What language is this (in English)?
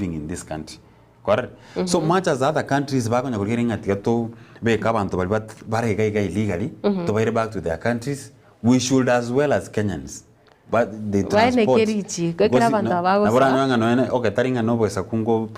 Gusii